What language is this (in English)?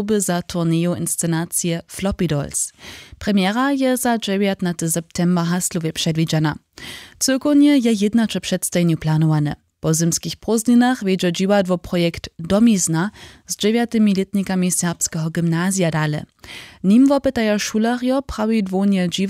Upper Sorbian